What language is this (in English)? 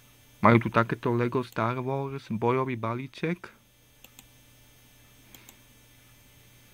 Slovak